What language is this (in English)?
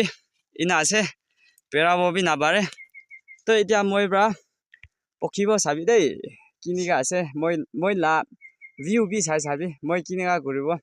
Naga Pidgin